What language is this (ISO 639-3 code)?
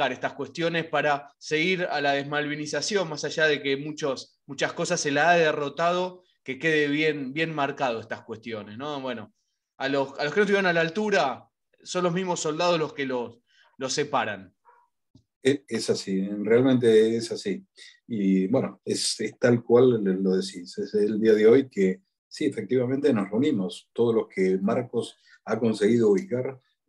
spa